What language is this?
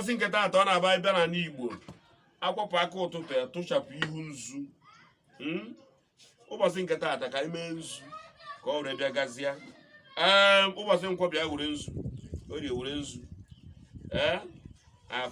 Igbo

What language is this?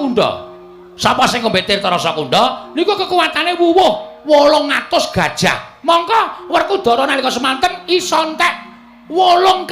Javanese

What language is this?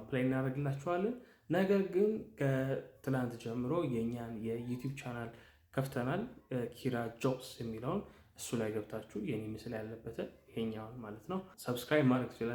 Amharic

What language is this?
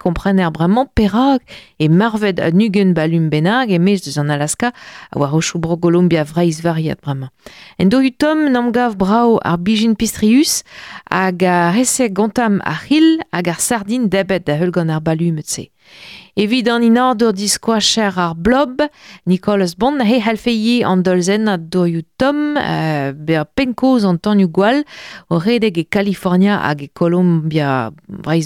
Breton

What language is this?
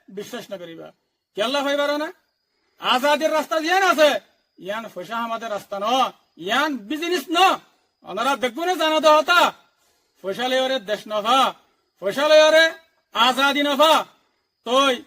Rohingya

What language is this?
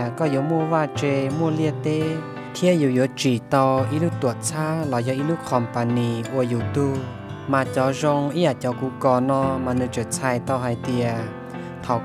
Hmong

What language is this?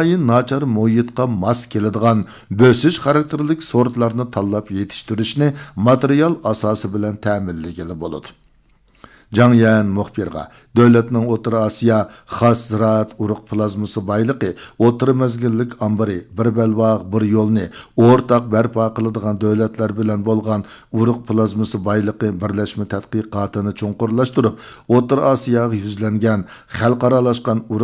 Uyghur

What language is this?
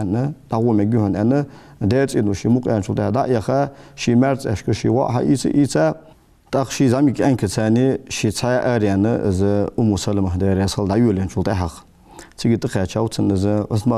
Ingush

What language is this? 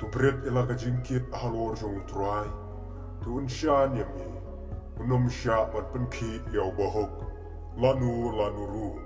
Khasi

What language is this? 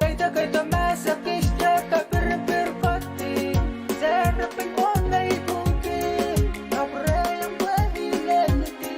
Pohnpeian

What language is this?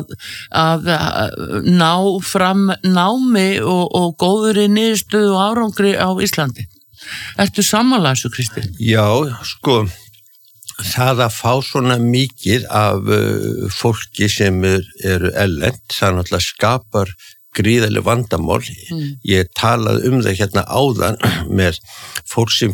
Icelandic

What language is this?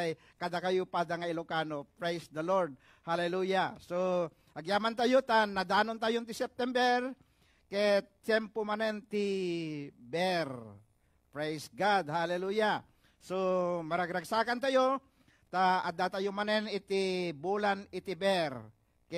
Iloko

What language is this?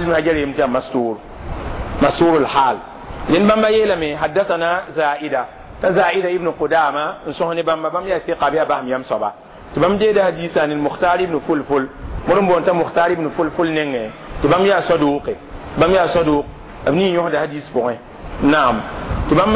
Mossi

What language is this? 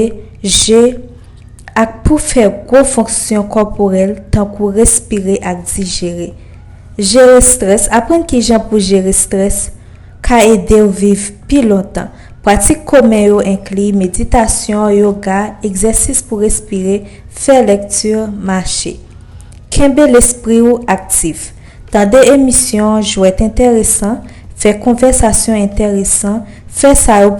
Haitian Creole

